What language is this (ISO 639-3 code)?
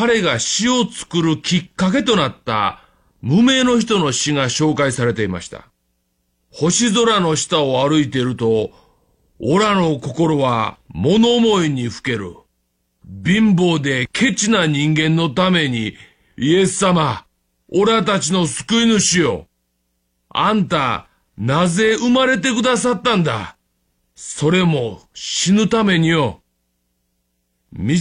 jpn